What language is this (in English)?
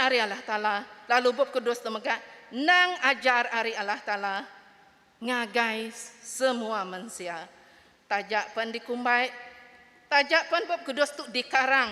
Iban